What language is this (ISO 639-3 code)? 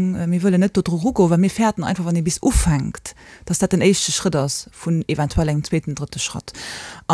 ltz